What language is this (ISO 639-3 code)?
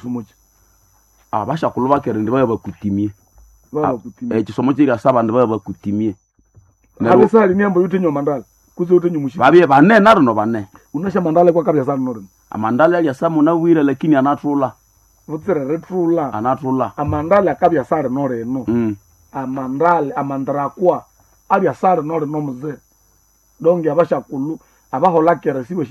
nnb